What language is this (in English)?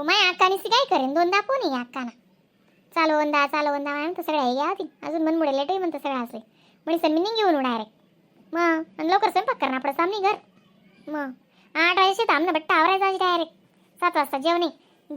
Khandesi